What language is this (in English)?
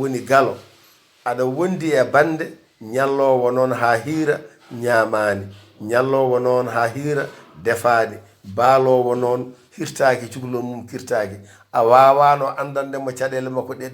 Fula